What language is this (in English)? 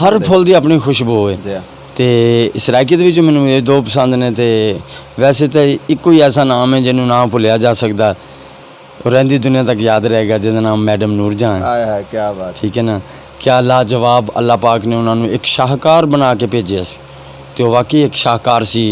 Saraiki